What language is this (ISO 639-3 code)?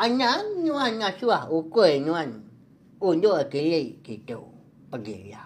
iba